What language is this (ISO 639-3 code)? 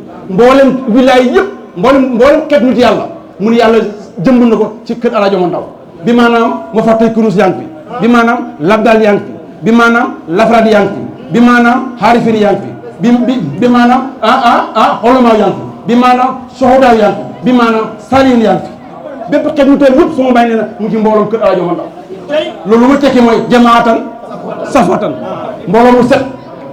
wol